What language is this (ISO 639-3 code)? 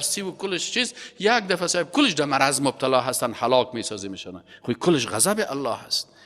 fas